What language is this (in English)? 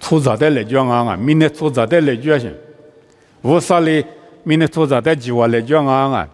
Lisu